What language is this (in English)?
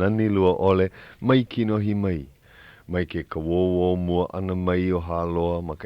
Hawaiian